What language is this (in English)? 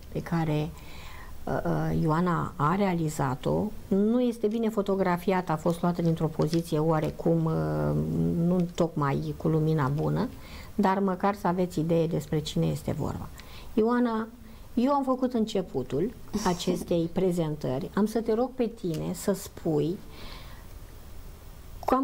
Romanian